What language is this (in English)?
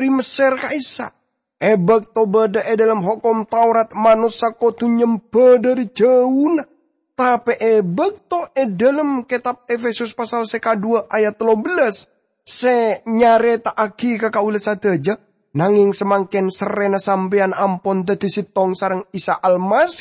Madurese